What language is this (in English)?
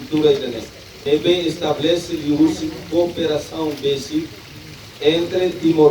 Tetum